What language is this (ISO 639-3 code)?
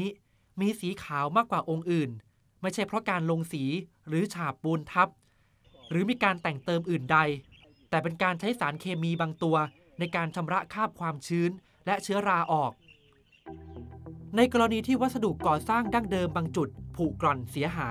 tha